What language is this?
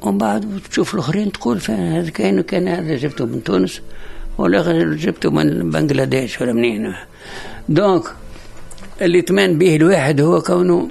Tunisian Arabic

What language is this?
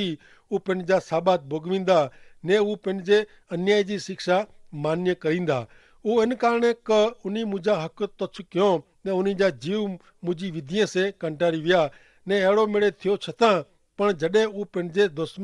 Kachhi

